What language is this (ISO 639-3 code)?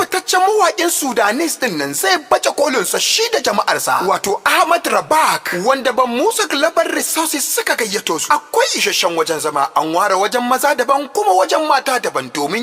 hau